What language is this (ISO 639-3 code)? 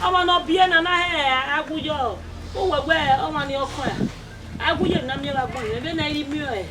bin